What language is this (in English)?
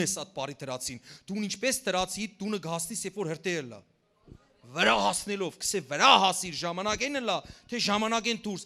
Western Armenian